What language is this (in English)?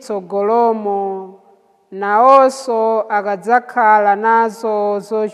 Nyanja